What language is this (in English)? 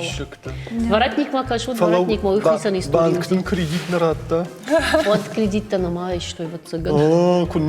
Ossetic